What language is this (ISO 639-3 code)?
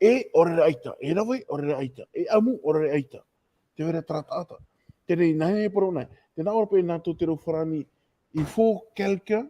tah